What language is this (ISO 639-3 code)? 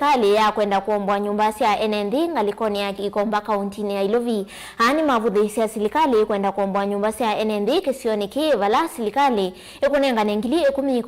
kam